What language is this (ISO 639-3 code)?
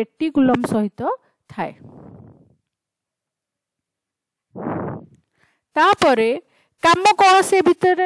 ori